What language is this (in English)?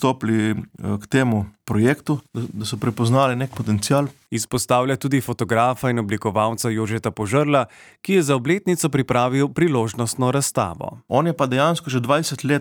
Slovenian